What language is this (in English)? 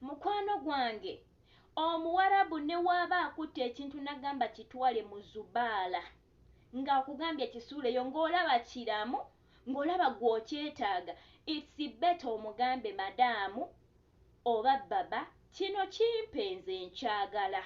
Ganda